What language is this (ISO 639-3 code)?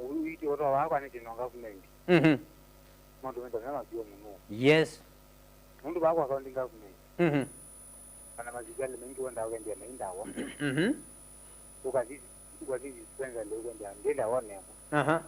kam